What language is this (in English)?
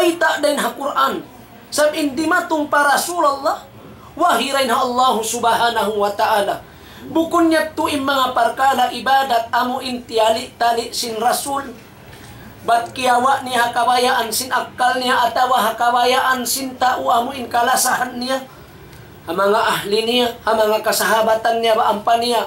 Tausug